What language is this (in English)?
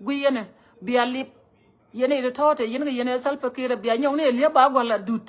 Nuer